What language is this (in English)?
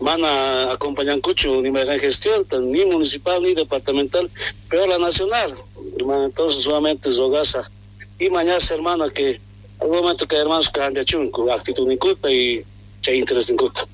Quechua